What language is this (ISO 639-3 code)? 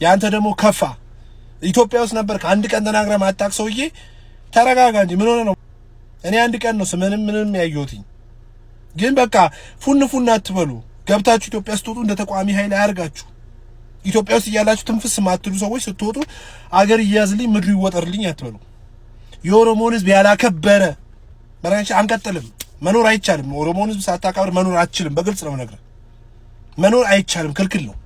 amh